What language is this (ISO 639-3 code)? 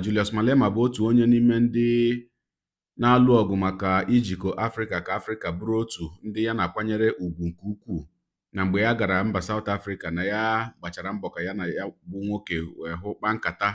ibo